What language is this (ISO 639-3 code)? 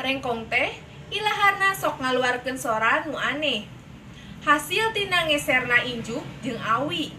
sun